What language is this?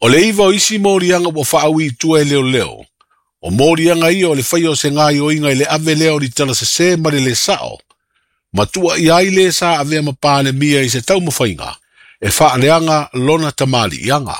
Samoan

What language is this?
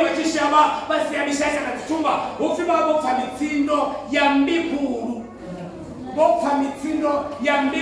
Venda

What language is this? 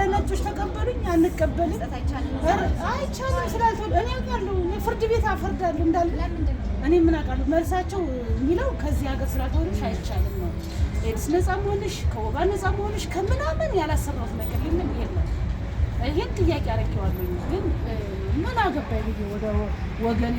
Amharic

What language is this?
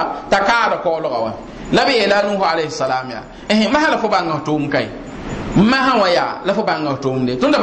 Mossi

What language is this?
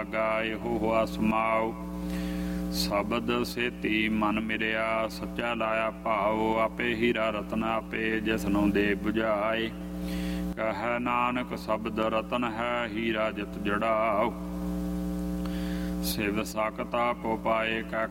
Punjabi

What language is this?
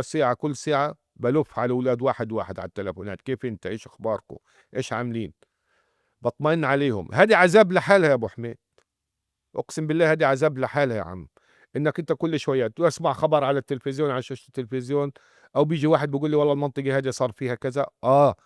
North Levantine Arabic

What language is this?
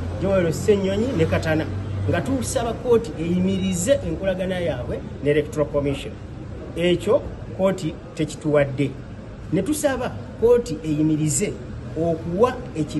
Ganda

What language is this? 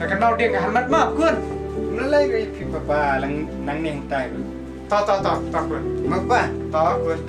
Khasi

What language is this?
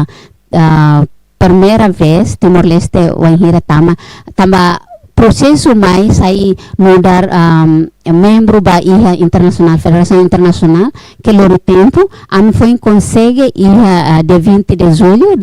Tetum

